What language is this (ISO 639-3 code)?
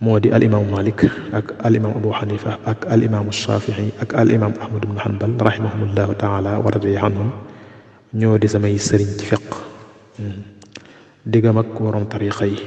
wol